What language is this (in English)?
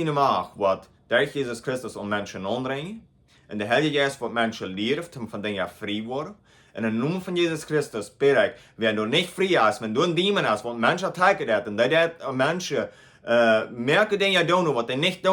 Plautdietsch